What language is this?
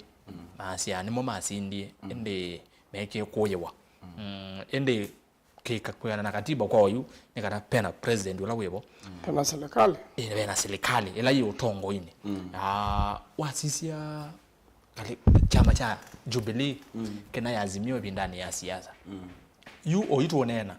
Kamba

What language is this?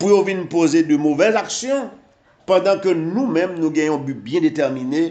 Haitian Creole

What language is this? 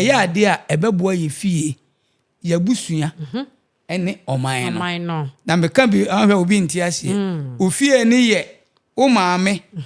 Akan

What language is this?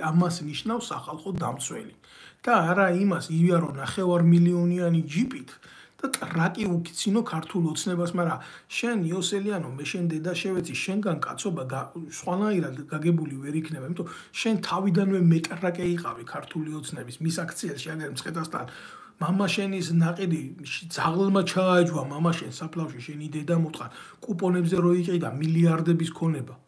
Georgian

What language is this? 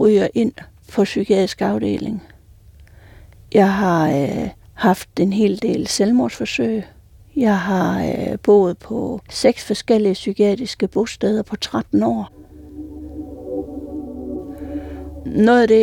Danish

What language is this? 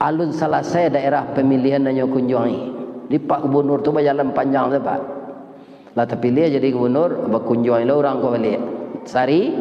Minangkabau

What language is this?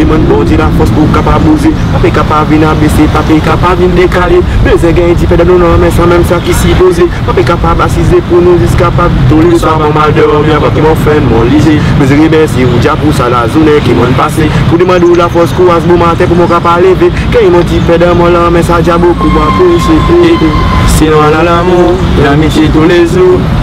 Seselwa Creole French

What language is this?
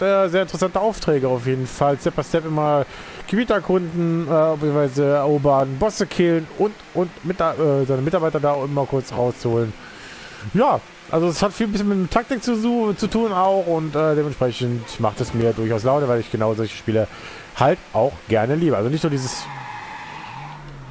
German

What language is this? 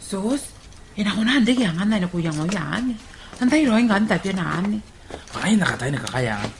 Gilbertese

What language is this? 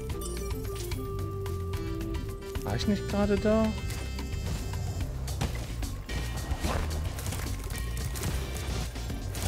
German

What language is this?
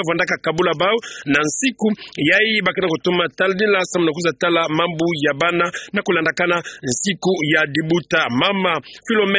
Kituba (Democratic Republic of Congo)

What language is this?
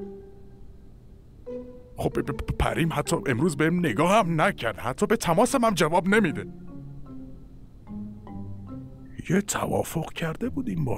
Persian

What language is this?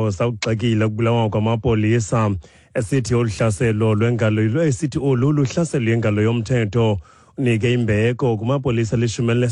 Xhosa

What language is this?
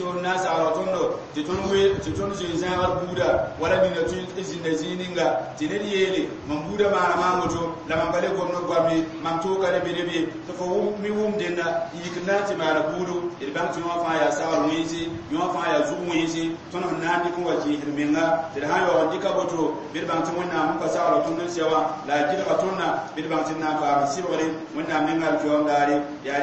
Mossi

